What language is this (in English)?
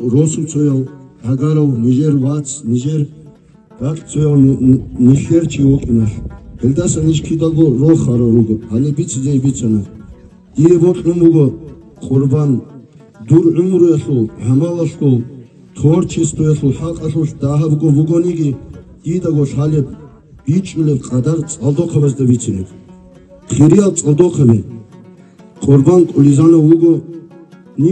Avaric